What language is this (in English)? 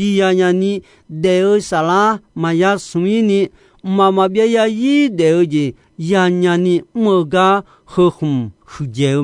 Akha